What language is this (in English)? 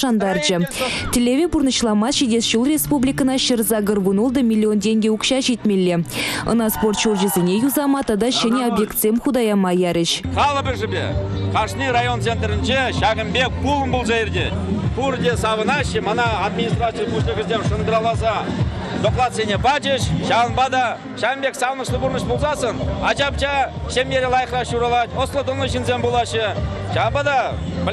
Chuvash